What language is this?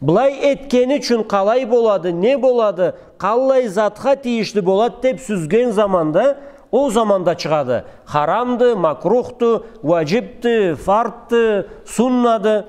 Karachay-Balkar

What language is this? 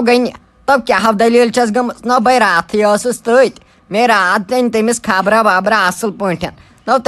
Kashmiri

